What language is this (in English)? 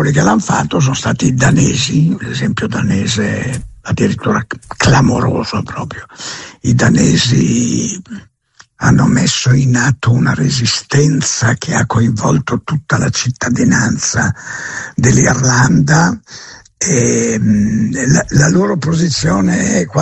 Italian